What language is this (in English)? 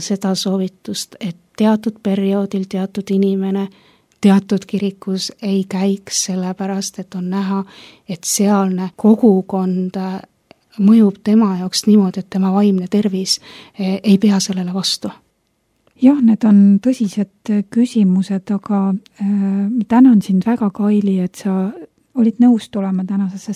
Estonian